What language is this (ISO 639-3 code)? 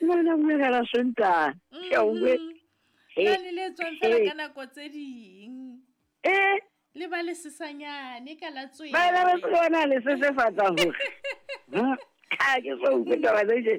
sot